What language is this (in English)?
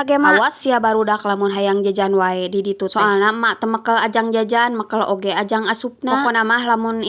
Sundanese